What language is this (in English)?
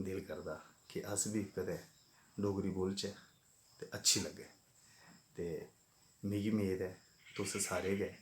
Dogri